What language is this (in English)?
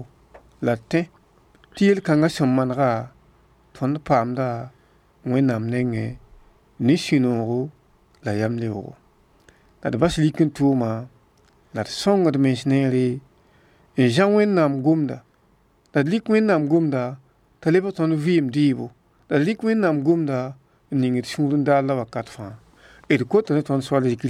Mossi